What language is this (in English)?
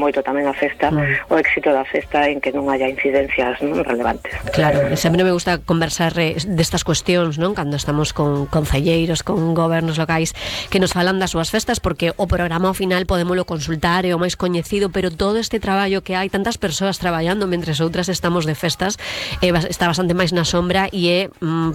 Galician